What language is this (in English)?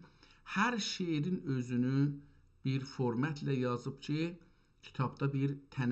South Azerbaijani